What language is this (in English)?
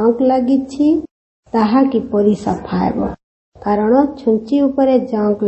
Odia